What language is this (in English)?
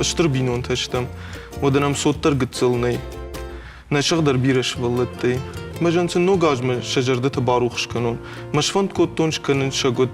Ossetic